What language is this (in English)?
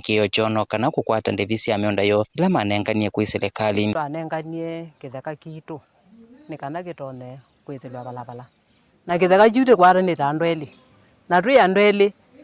Kamba